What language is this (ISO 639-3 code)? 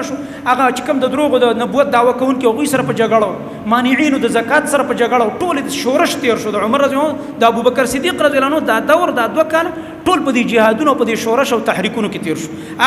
pus